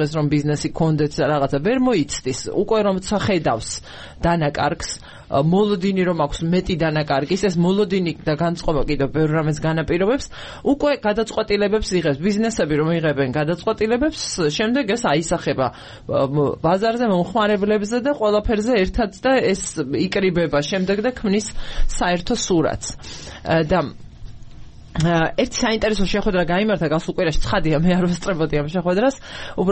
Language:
Georgian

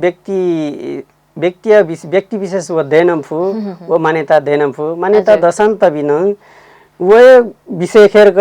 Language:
Newari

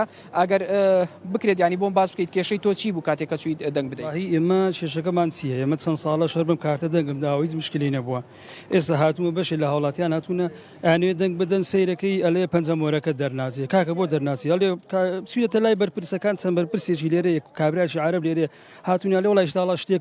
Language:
Central Kurdish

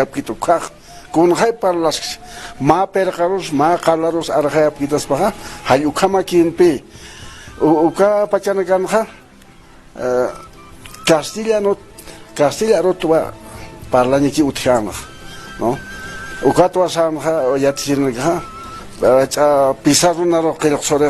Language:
Aymara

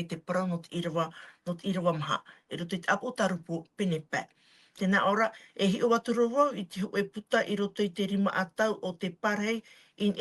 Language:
Tahitian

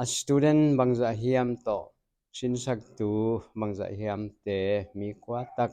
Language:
Paite Chin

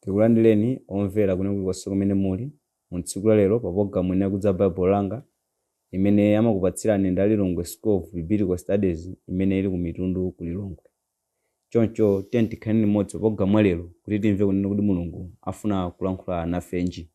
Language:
Nyanja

